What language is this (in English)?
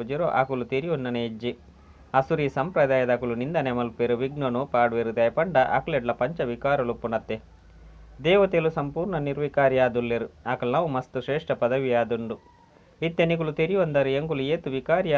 Tulu